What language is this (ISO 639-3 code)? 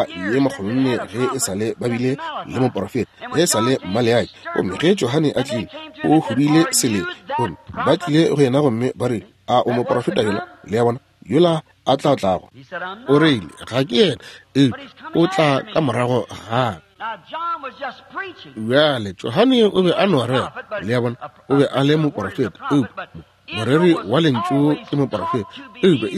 nso